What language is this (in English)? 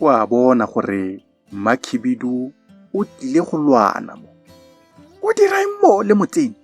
Tswana